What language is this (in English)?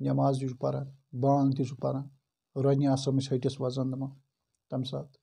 Kashmiri